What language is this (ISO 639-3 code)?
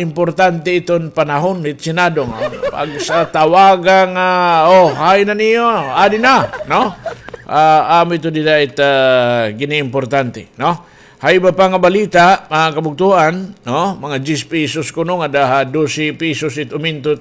war